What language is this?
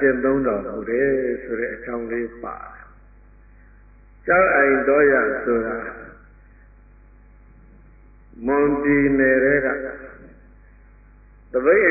Burmese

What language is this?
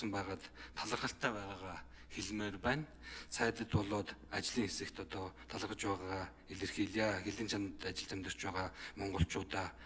Mongolian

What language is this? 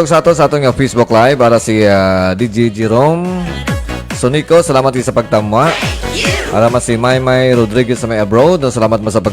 Hiligaynon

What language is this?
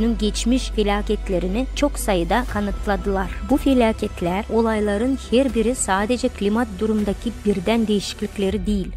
Gagauz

